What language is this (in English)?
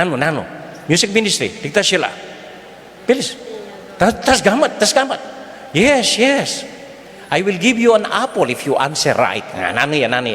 Pampanga